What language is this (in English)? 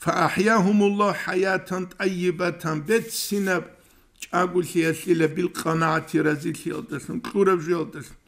Avaric